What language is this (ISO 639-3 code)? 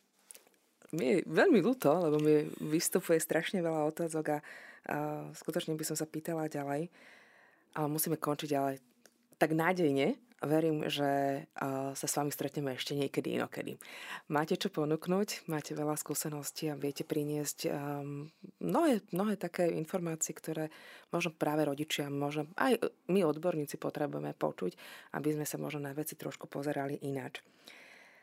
slk